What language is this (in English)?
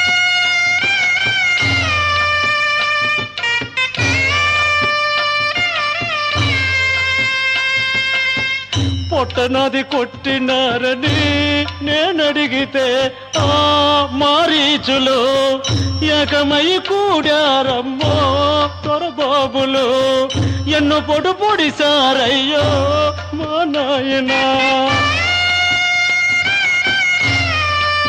Telugu